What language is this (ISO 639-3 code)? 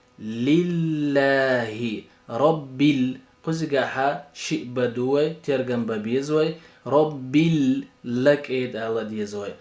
che